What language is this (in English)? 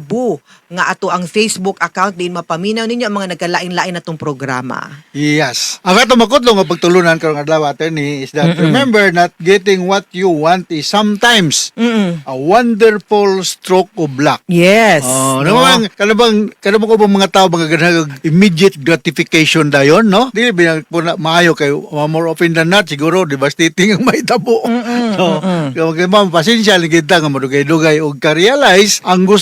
Cebuano